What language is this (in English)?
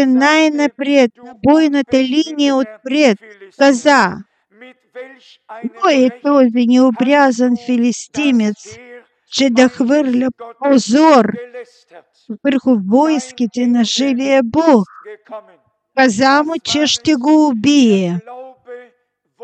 Bulgarian